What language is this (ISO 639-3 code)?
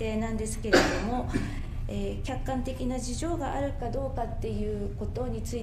jpn